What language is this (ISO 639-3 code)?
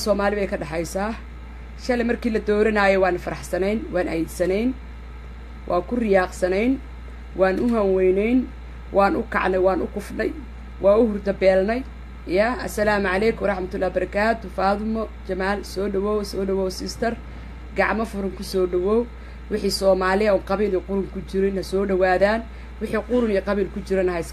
som